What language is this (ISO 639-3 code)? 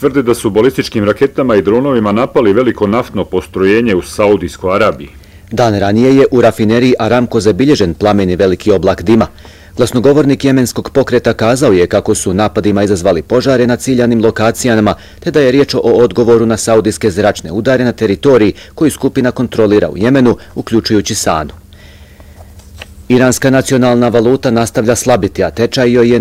bos